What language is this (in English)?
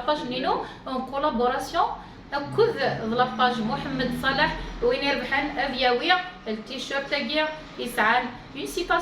Kabyle